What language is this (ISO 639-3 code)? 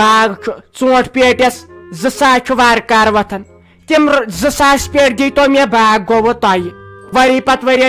kas